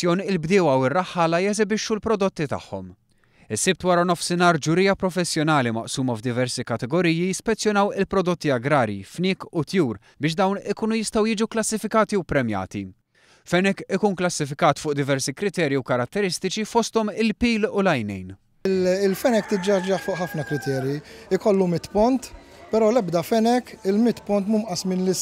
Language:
Maltese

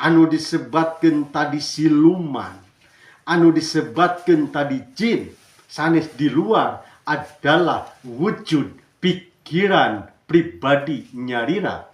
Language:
Sundanese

